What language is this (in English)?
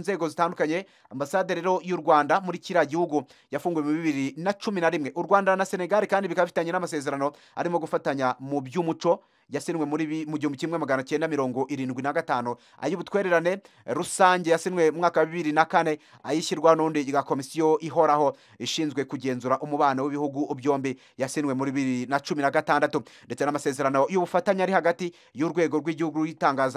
Kinyarwanda